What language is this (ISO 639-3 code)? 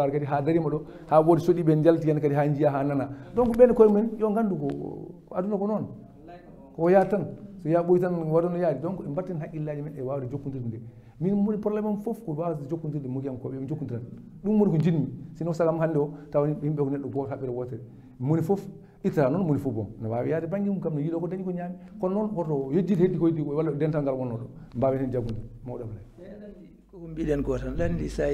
ful